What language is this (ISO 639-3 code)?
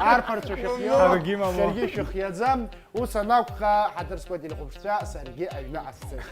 abk